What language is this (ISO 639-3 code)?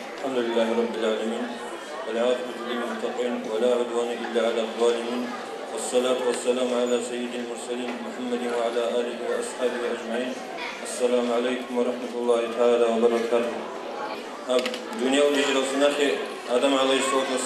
ava